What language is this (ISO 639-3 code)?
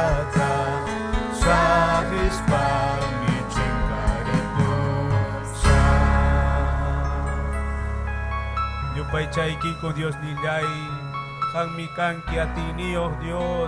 quy